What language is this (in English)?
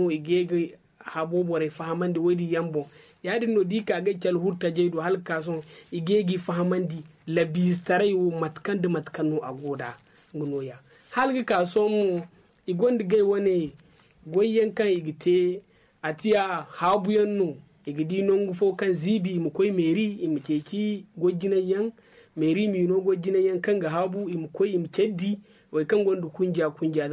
Zarma